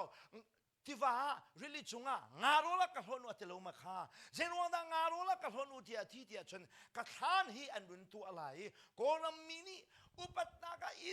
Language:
Hakha Chin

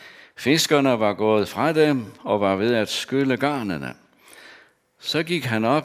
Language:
Danish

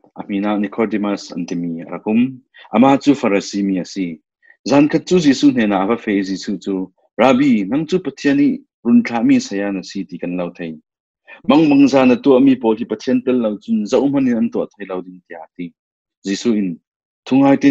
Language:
Falam Chin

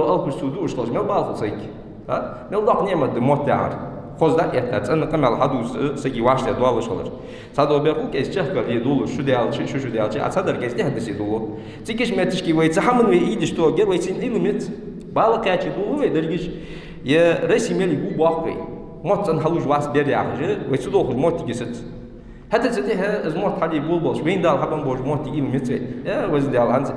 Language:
Ingush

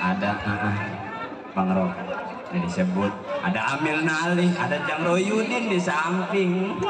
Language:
Betawi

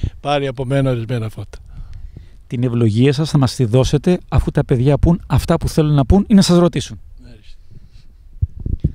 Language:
Greek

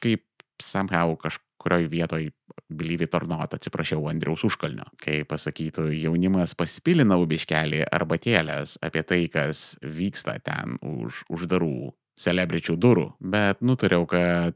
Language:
Lithuanian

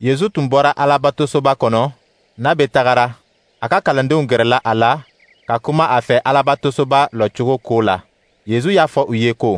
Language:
Dyula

